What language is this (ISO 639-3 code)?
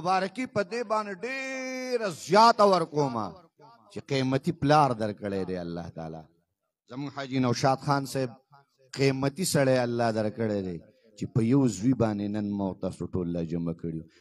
pus